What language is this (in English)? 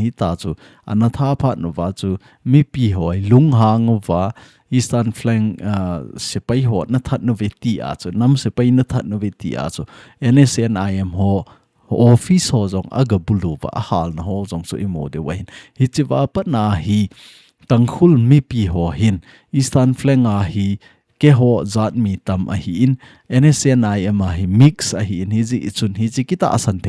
Thado Chin